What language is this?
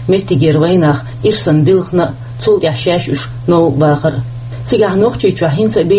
Chechen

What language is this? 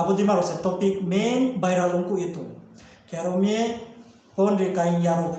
Riang (India)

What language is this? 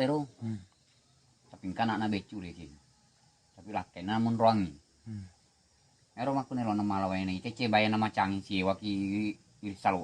Buginese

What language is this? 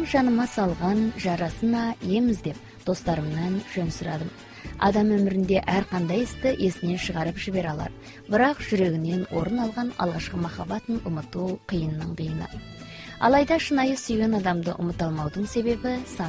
Kazakh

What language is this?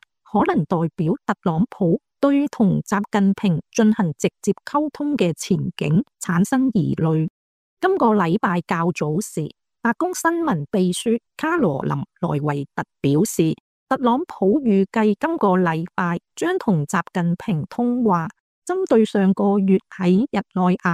Cantonese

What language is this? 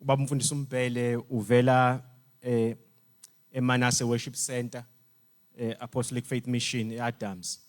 Zulu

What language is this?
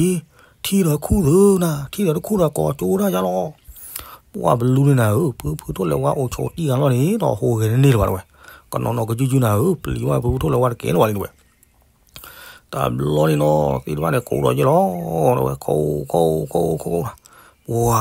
S'gaw Karen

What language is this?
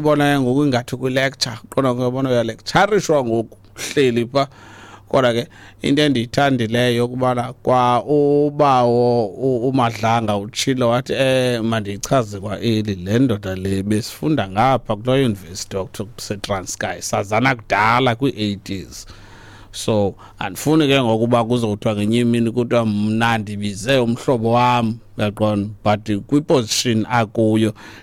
Xhosa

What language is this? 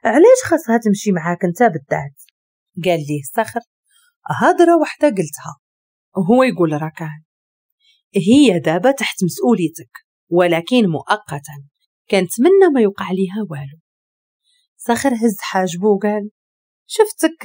Moroccan Arabic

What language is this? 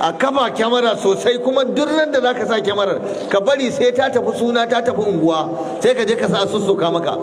Hausa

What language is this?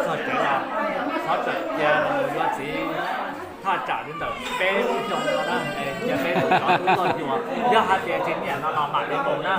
Hmong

